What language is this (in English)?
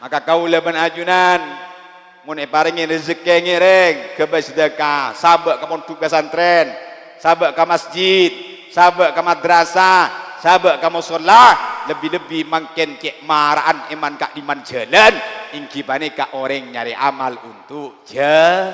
Madurese